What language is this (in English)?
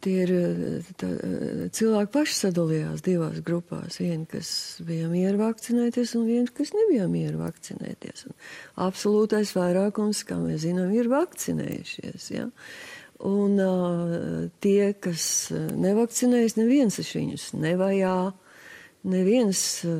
Latvian